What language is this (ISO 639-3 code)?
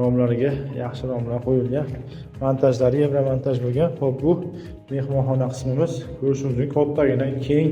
uzb